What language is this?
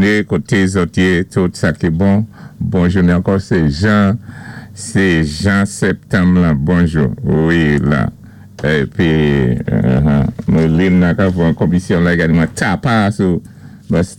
Saint Lucian Creole French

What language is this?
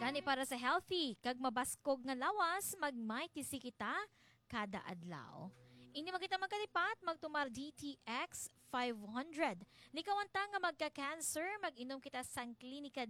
Hiligaynon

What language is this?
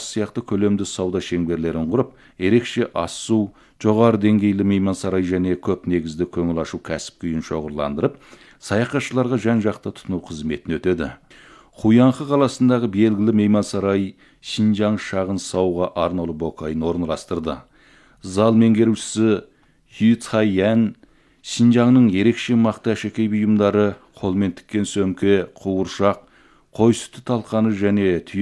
Kazakh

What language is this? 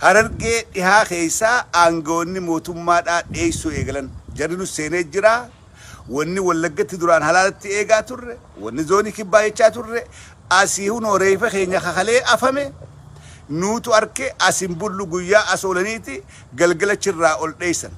Oromo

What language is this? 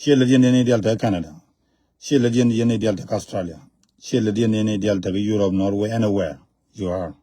Nuer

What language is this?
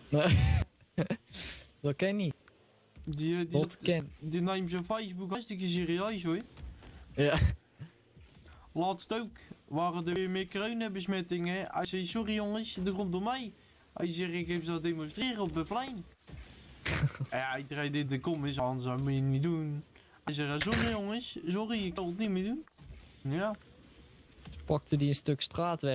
Dutch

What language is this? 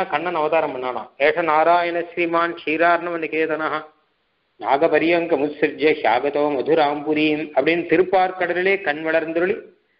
Tamil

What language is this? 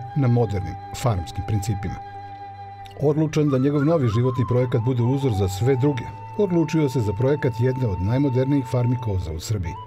Serbian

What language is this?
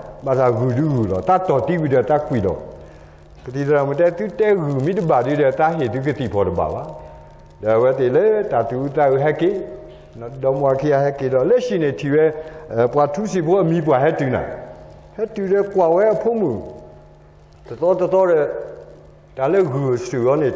S'gaw Karen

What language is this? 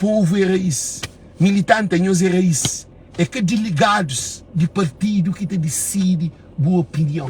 Kabuverdianu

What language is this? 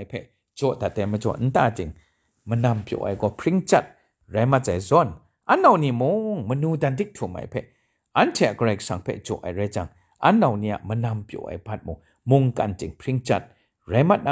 Kachin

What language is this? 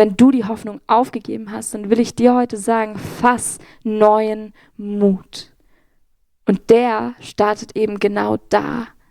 Swiss German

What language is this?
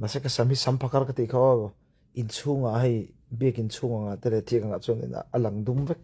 Mizo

